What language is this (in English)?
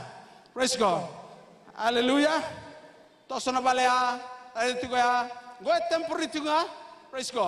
Fijian